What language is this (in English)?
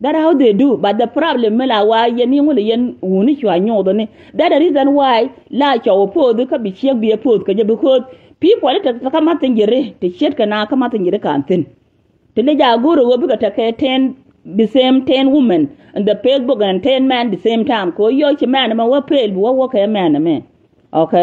Nuer